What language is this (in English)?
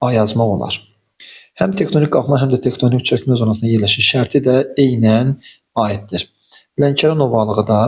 Azerbaijani